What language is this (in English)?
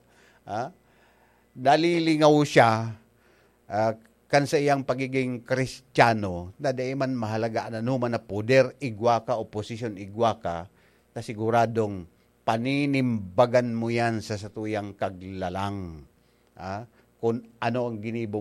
Bikol